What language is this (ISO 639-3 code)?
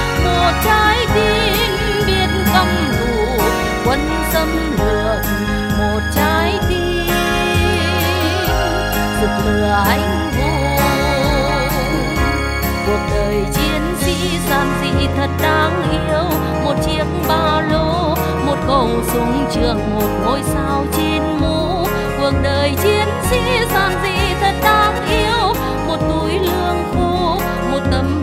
vie